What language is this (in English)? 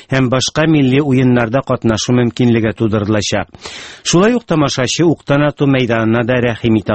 Tatar